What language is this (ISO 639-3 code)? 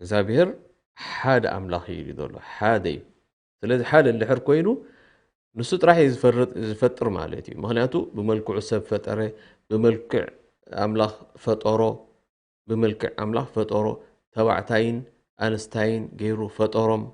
tir